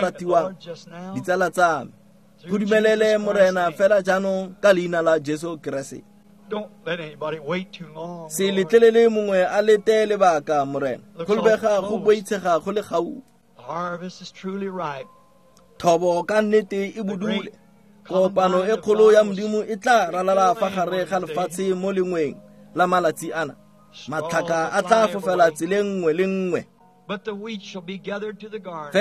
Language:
Tswana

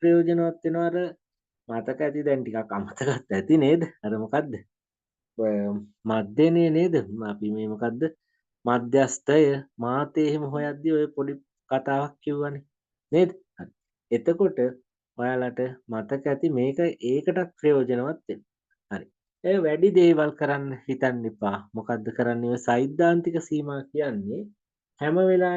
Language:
Sinhala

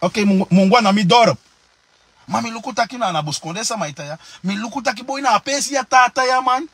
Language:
Sranan Tongo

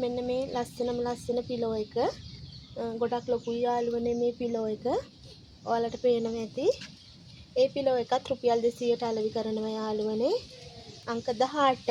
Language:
Sinhala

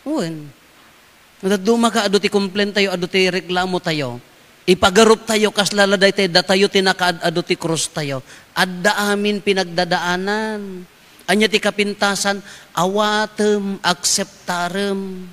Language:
Iloko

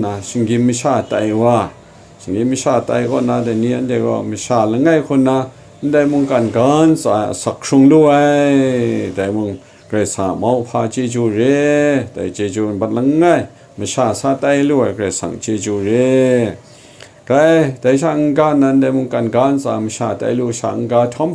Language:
Kachin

